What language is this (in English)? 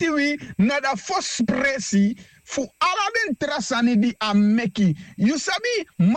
Sranan Tongo